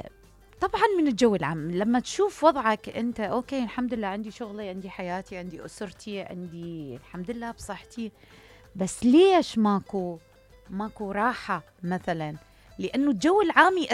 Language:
Mesopotamian Arabic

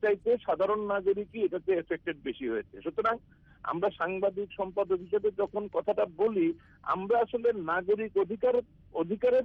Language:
Bangla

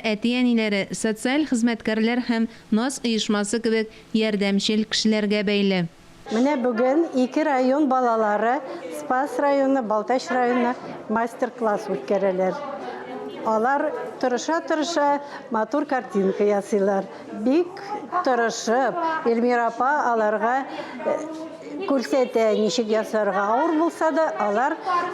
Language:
Tatar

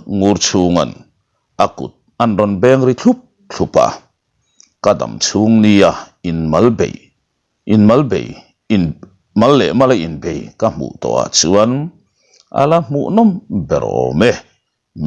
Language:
Mizo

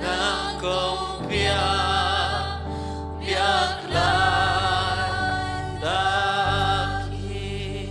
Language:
Tedim Chin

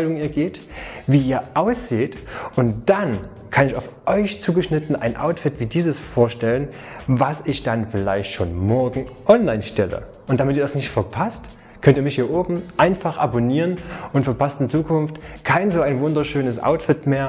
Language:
German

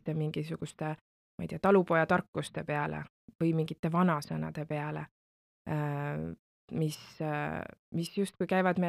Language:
Estonian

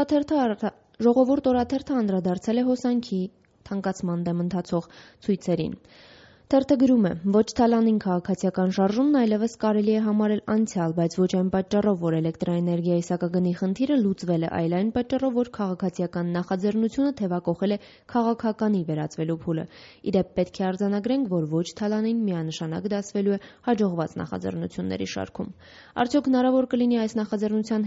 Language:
Armenian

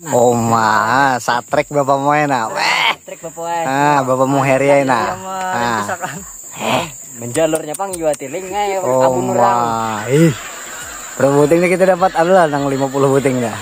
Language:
Banjar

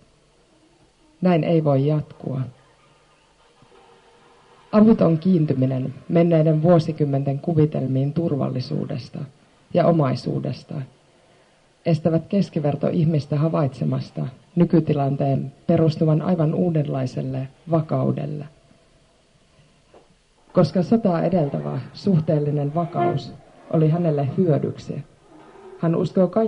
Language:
Finnish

